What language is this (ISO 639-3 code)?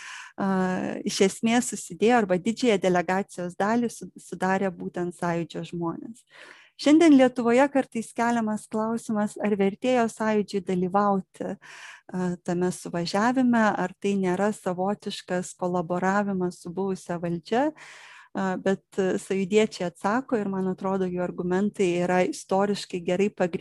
lit